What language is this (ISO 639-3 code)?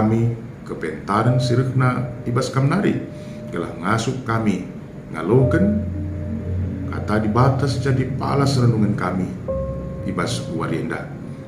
btx